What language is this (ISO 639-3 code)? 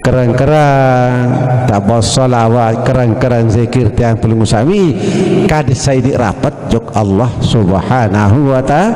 sas